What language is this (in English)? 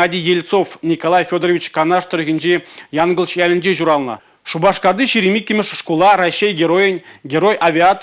Chuvash